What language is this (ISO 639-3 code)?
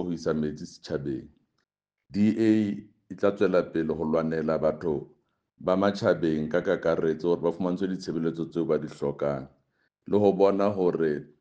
sot